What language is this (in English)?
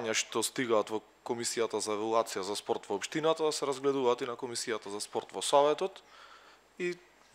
Macedonian